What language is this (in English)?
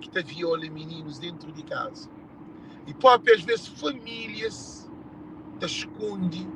Kabuverdianu